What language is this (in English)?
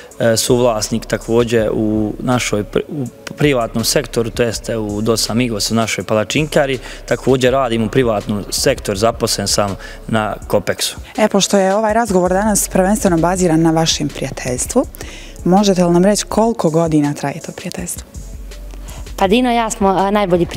Bosnian